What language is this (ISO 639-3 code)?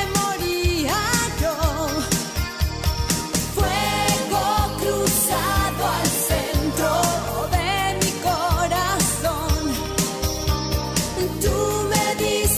spa